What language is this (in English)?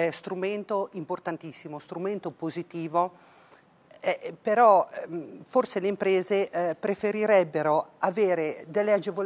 Italian